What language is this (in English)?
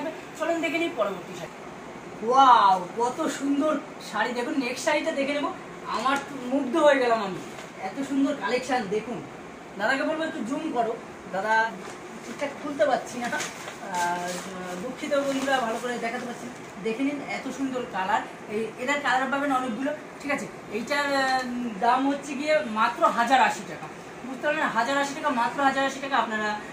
Bangla